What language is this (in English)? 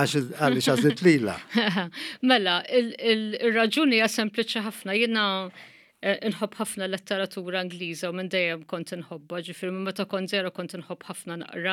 Maltese